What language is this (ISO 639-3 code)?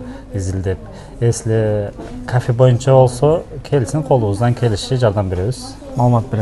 kir